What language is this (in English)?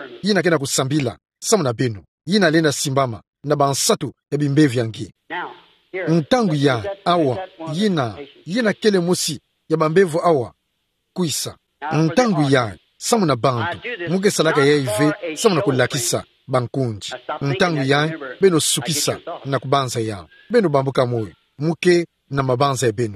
Kituba (Democratic Republic of Congo)